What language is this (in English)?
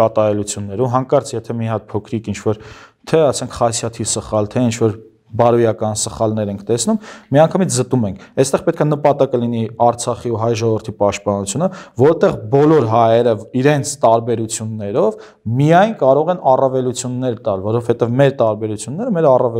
Armenian